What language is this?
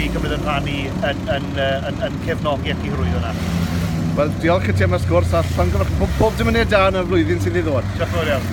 Welsh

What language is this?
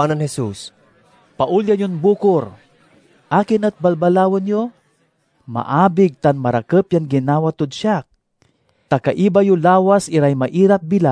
Pangasinan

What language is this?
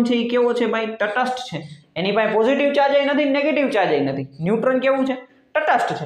Gujarati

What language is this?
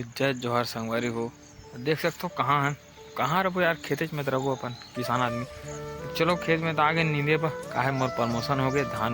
Chhattisgarhi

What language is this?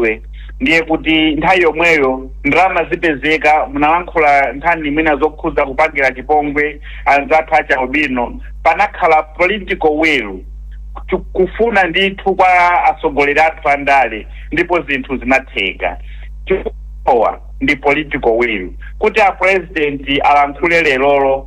Nyanja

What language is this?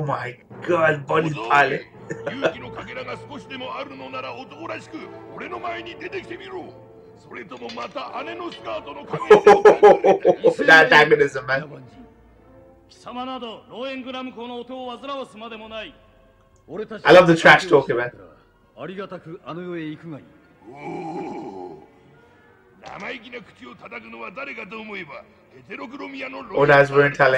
Japanese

